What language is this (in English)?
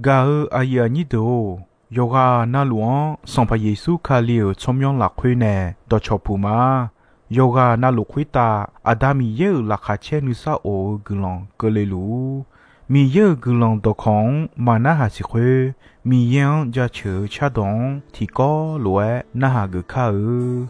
Akha